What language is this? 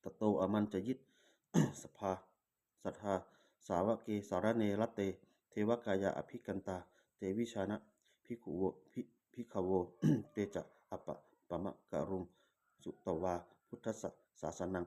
Pali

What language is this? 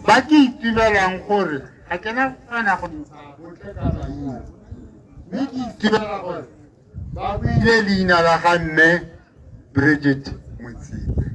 Tswana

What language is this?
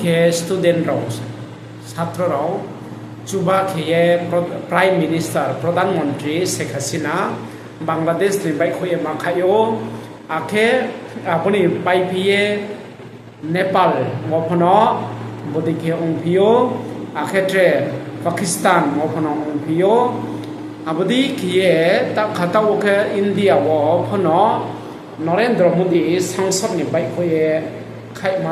Riang (India)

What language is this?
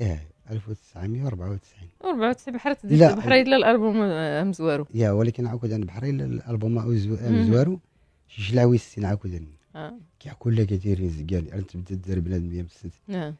Moroccan Arabic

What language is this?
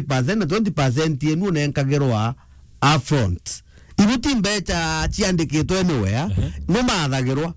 Meru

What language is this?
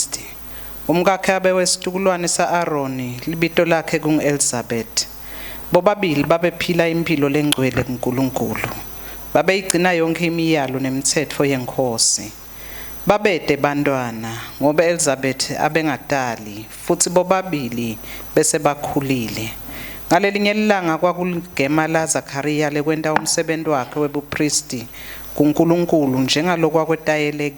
Swati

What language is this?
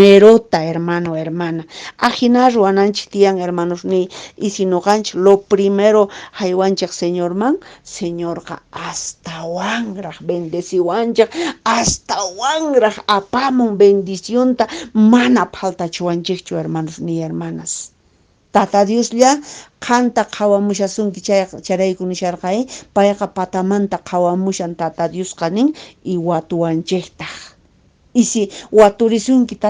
Quechua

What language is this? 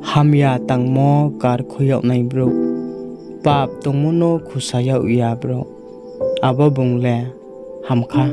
Riang (India)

